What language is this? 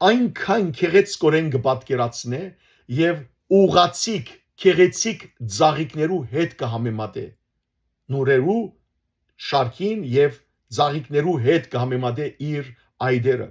Western Armenian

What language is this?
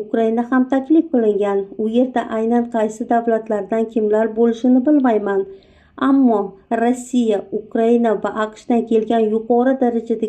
Uzbek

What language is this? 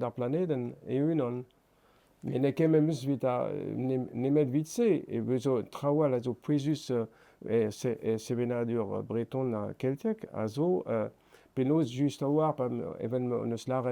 Breton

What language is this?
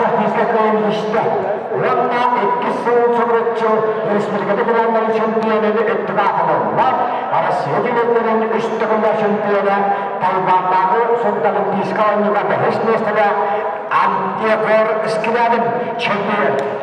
Yakut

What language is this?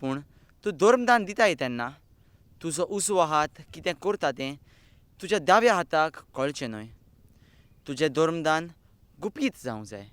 Konkani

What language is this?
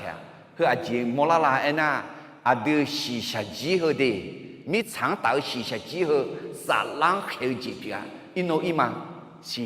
Akha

